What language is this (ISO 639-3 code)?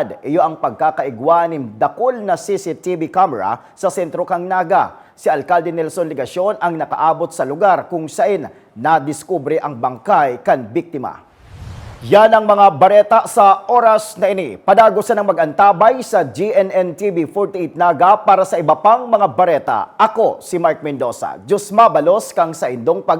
bik